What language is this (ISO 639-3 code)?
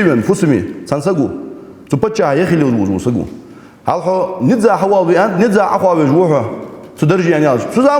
inh